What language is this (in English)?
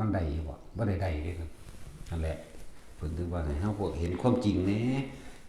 Northeastern Thai